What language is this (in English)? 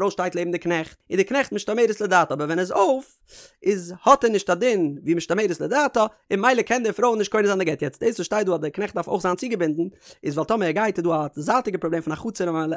Yiddish